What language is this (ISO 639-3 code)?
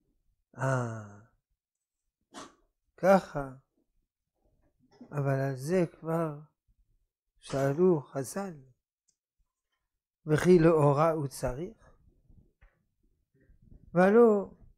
heb